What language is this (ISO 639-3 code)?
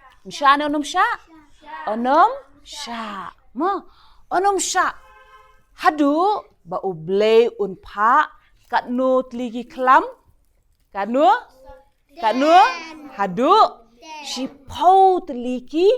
kha